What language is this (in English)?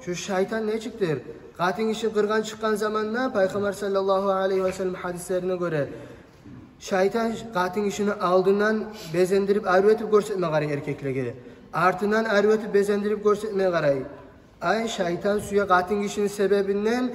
Kumyk